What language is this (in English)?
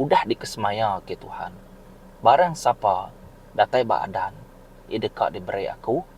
Iban